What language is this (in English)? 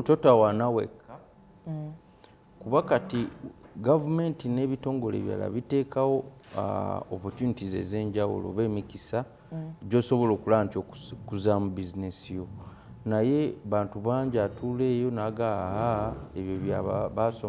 Ganda